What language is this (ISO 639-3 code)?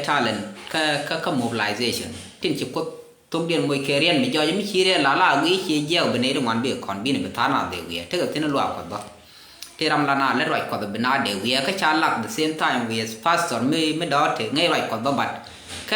nus